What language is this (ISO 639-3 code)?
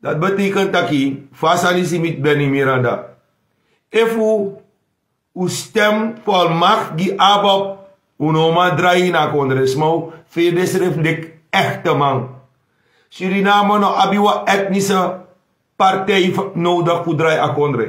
srn